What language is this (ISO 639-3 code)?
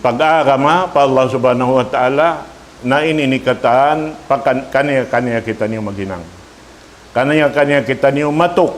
tsg